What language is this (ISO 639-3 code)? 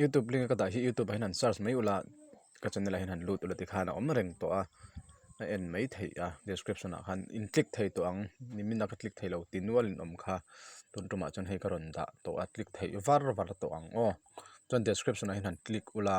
lus